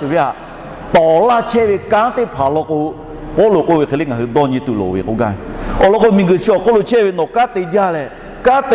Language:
Lahu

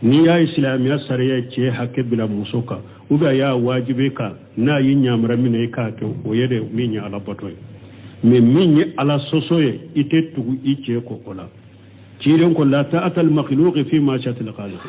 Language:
Bambara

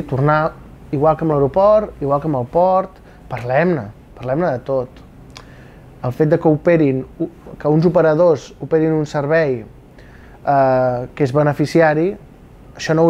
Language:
Catalan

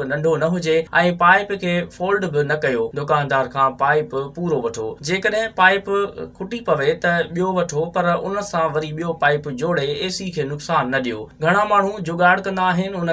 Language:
Sindhi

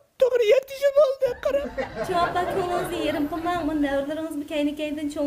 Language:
Uyghur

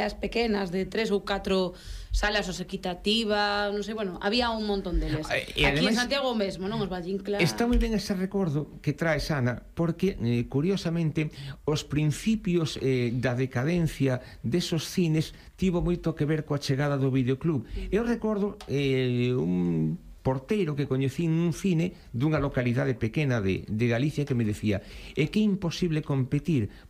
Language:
Galician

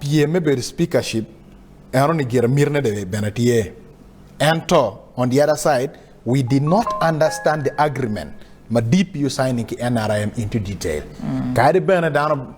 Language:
Acoli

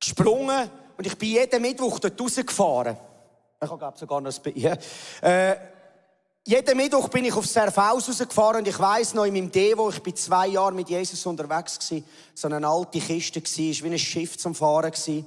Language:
Swiss German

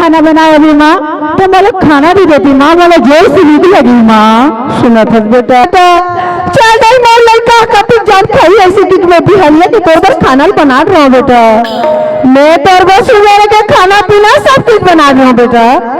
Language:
Chhattisgarhi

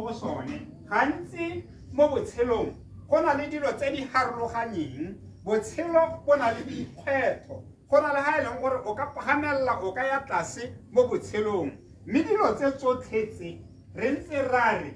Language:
Tswana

